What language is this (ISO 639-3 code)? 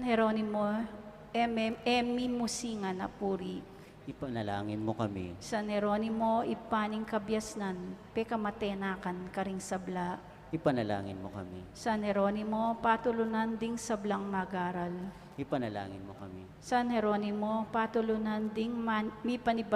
pam